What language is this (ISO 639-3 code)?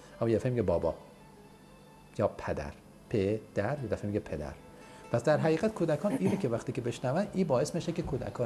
fas